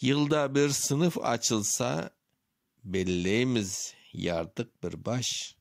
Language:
Crimean Tatar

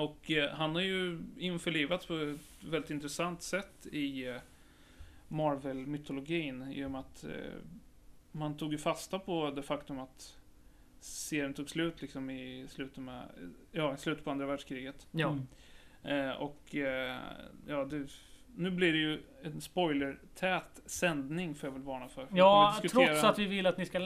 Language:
Swedish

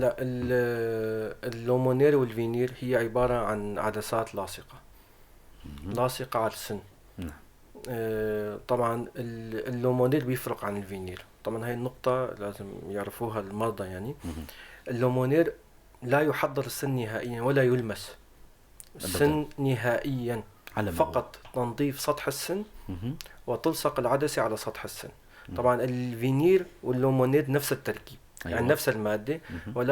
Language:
North Levantine Arabic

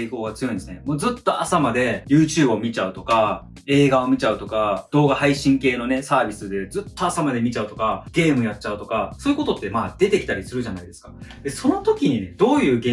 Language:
Japanese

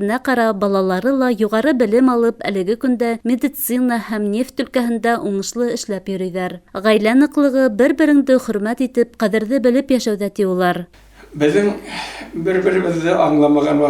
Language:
Bashkir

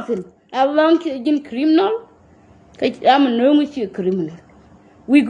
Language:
Nuer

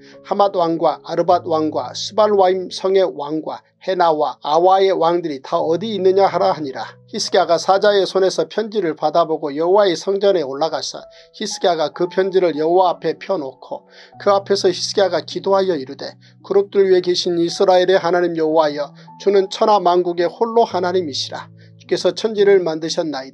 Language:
Korean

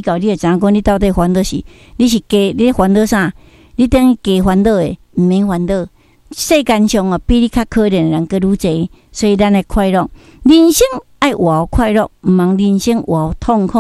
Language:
Min Nan Chinese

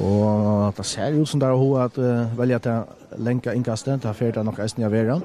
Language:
Faroese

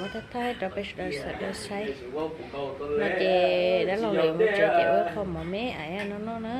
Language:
Hmong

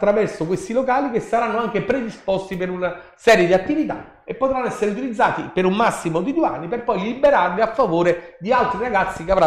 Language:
Italian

